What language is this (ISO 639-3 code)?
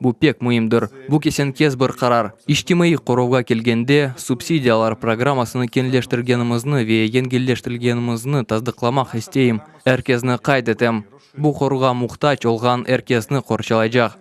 crh